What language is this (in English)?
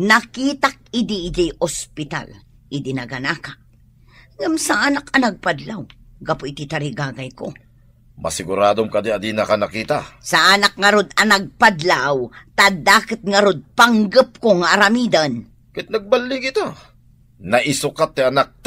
Iloko